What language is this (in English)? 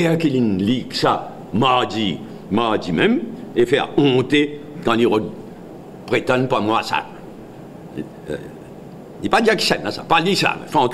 Morisyen